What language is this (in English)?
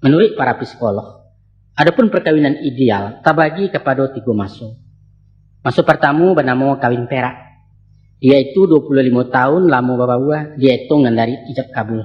Minangkabau